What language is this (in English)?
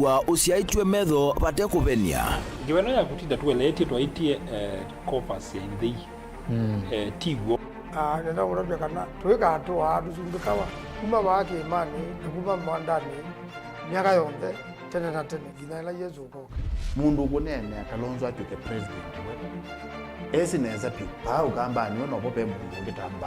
Kamba